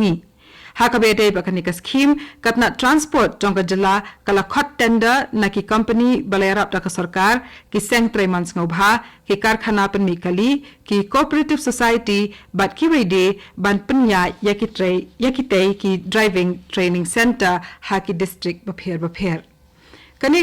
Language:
Khasi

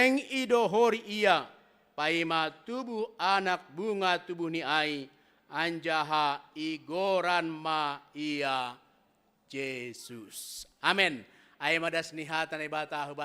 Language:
Batak Simalungun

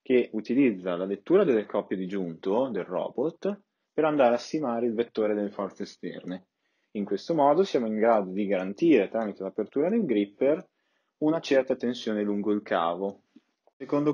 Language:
Italian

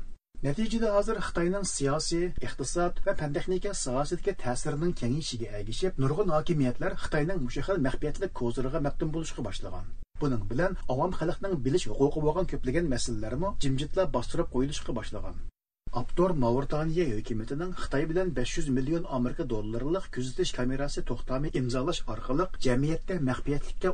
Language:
Uyghur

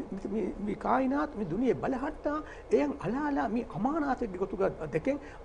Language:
Divehi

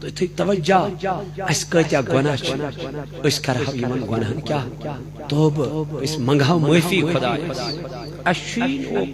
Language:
Kashmiri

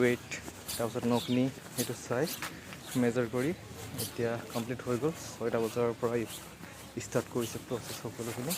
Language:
Assamese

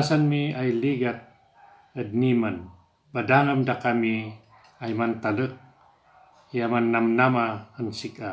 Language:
Kankanaey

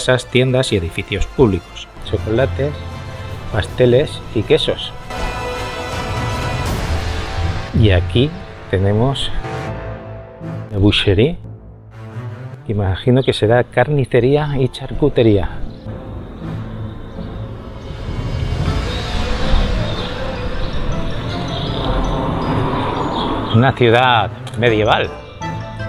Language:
Spanish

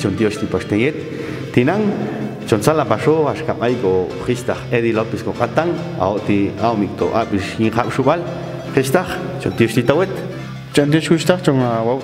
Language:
Popti'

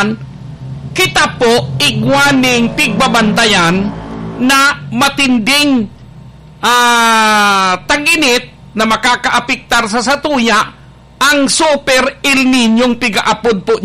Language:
Bikol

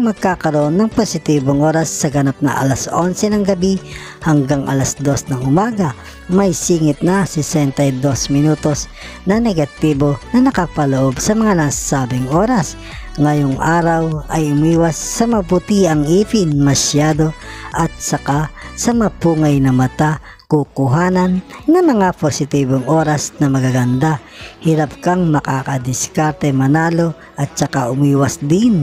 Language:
Filipino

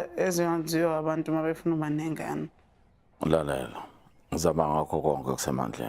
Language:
Zulu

